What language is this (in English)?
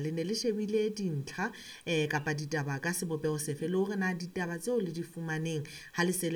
Southern Sotho